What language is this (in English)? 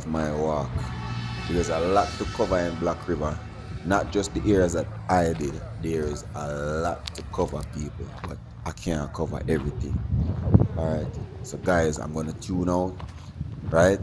Jamaican Creole English